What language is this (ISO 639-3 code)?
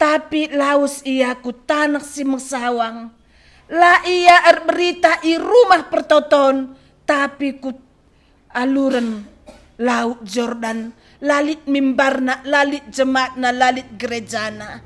btx